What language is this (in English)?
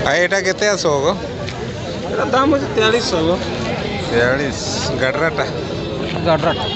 Santali